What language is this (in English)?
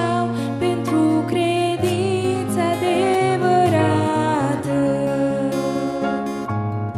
Romanian